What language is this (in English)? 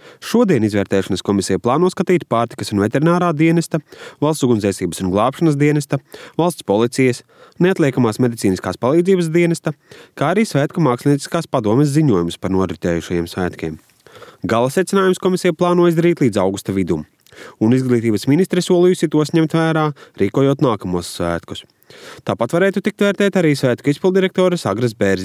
Latvian